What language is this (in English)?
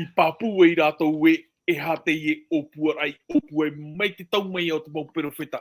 Tahitian